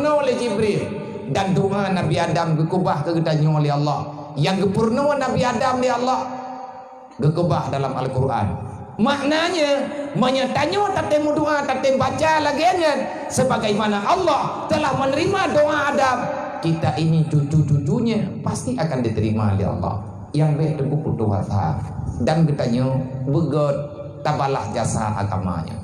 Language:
Achinese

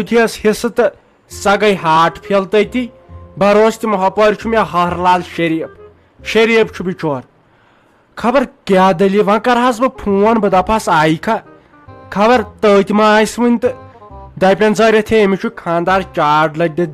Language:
Kashmiri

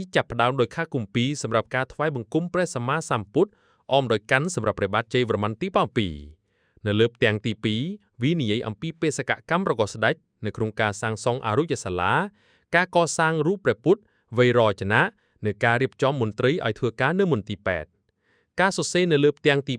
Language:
Khmer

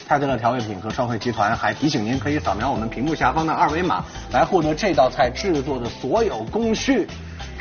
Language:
Chinese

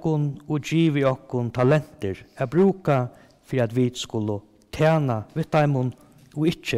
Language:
Faroese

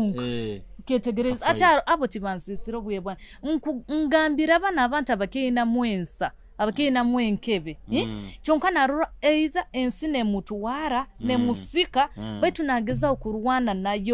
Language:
Nyoro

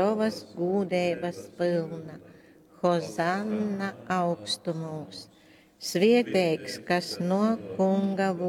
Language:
Latgalian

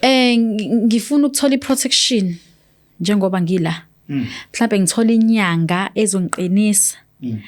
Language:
Zulu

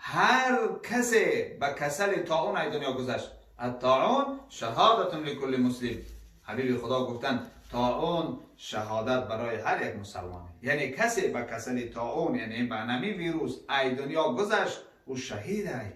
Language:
Tajik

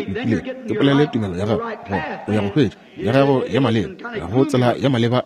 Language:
Northern Sotho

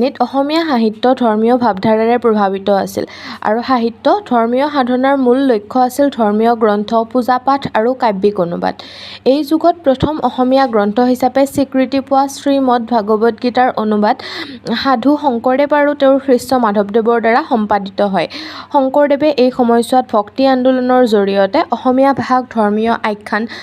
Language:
Assamese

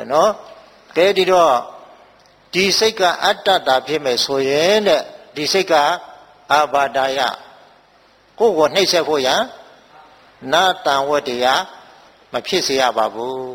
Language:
Burmese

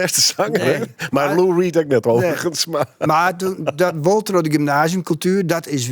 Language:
Western Frisian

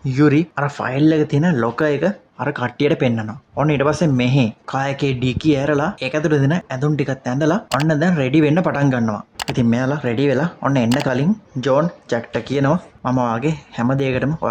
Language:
Sinhala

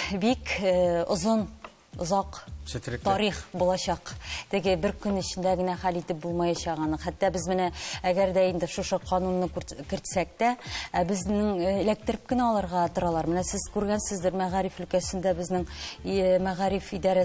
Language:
Tatar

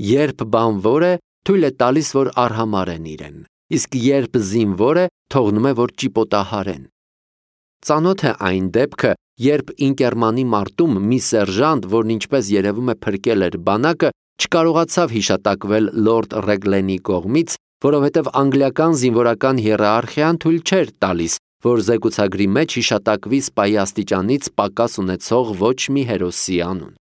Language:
Armenian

